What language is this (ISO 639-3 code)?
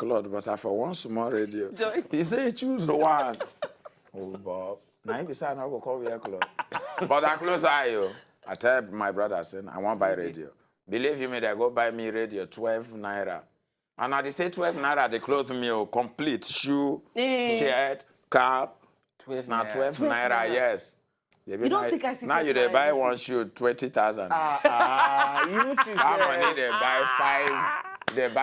pcm